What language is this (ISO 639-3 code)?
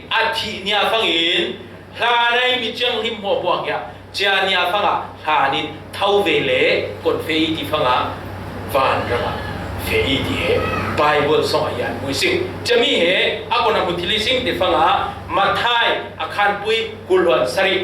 cfm